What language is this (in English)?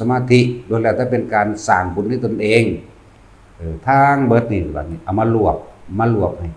Northeastern Thai